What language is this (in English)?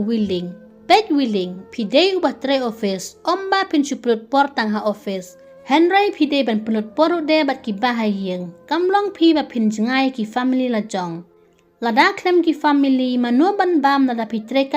Khasi